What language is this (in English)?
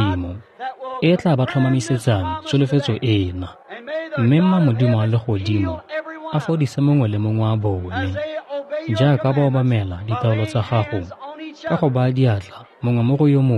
Tswana